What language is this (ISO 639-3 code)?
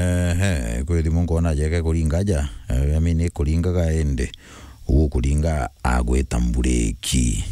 mer